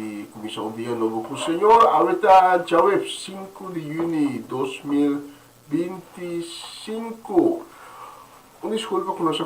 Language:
Papiamento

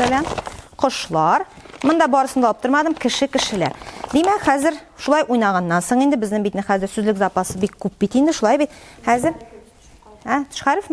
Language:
Tatar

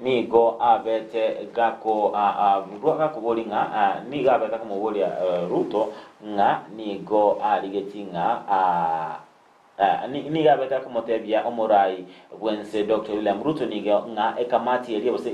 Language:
Gusii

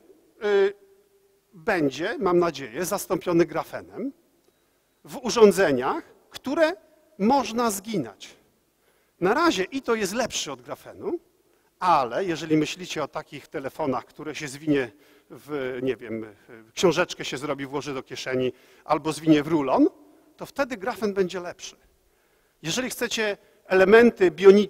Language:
Polish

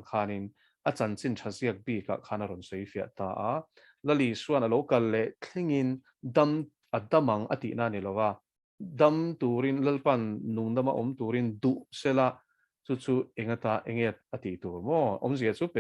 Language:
Mizo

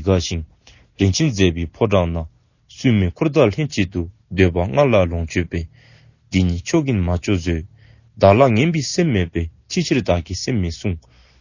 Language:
Dzongkha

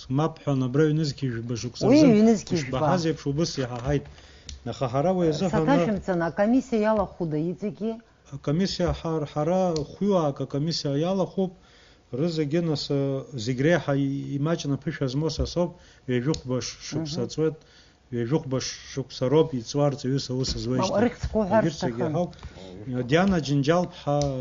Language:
Abkhazian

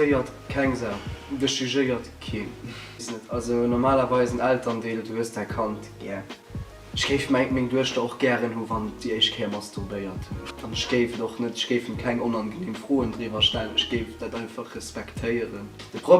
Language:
Luxembourgish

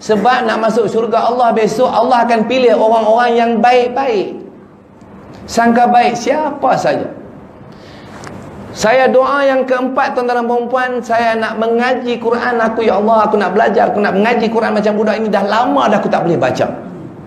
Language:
Malay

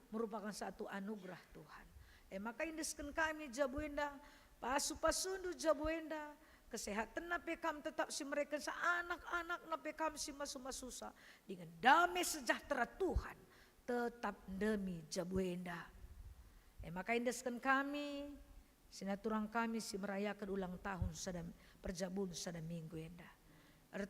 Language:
Batak Karo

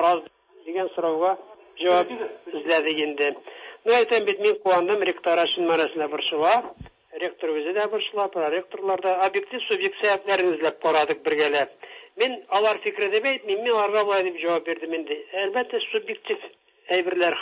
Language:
Tatar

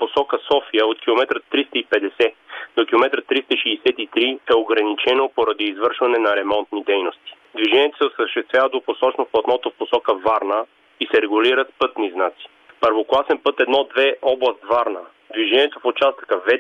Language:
Bulgarian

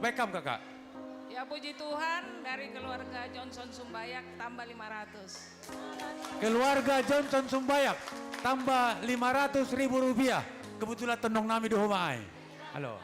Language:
Batak Simalungun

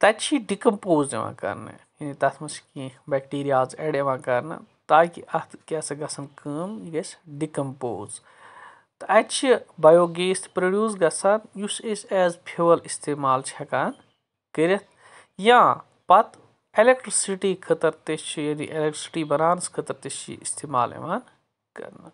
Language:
Kashmiri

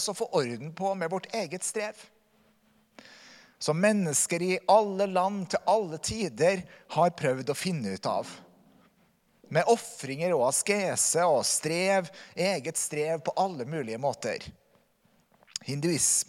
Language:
Norwegian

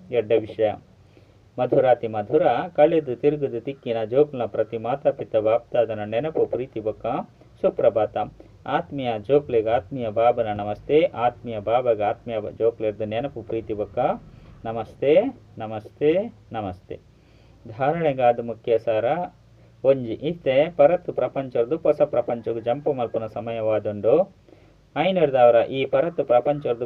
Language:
Tulu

